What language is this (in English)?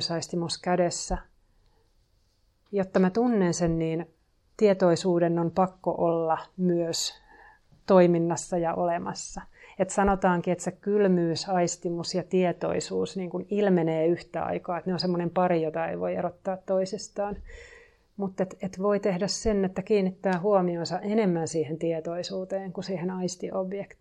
Finnish